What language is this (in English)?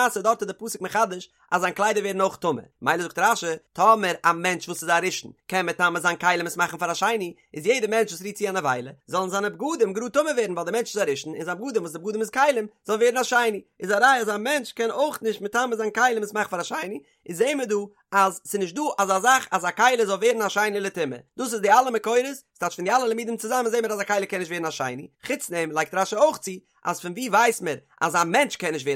Yiddish